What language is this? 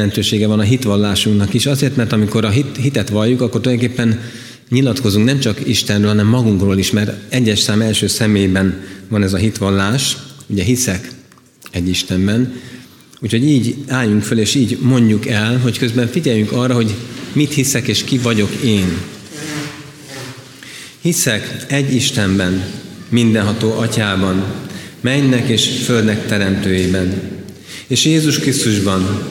Hungarian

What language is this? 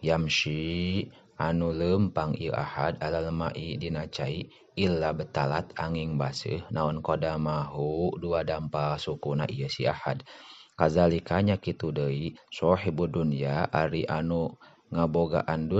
Sundanese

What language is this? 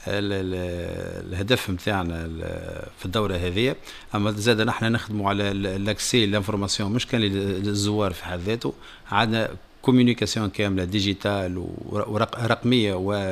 Tunisian Arabic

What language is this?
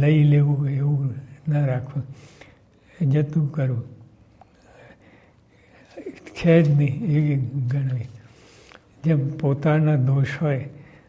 Gujarati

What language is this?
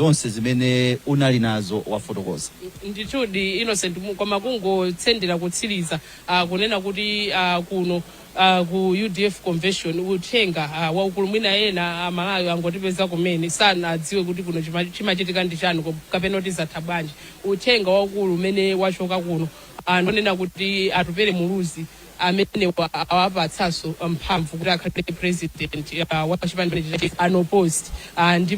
Nyanja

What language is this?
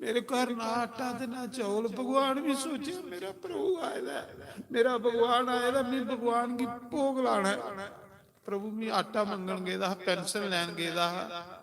Dogri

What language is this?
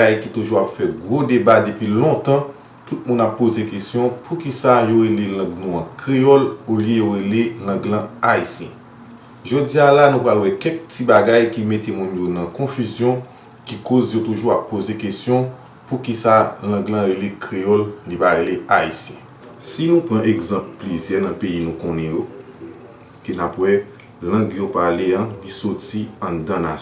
Haitian Creole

